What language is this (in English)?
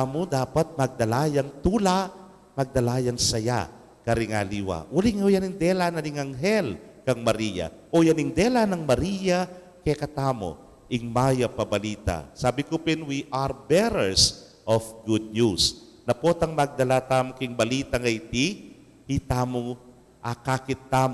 Pampanga